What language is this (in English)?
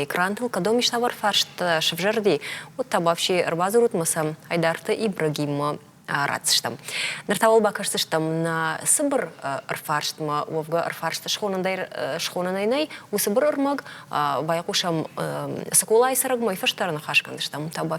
Ossetic